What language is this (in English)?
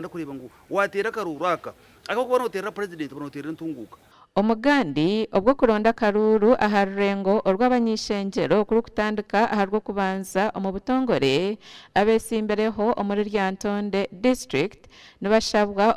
Nyankole